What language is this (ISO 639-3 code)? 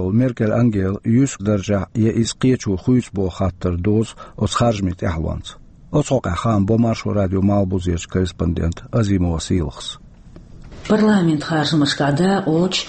che